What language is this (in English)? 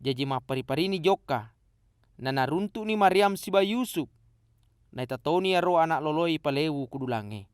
Buginese